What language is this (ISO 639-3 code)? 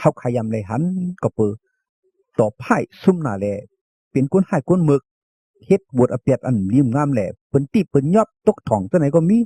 shn